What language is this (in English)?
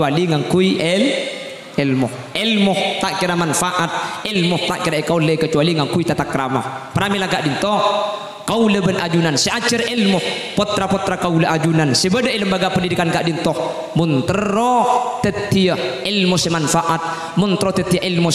Madurese